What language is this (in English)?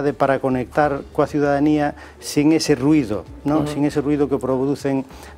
Galician